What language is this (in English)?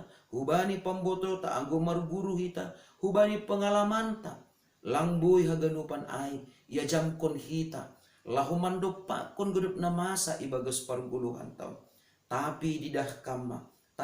Batak Simalungun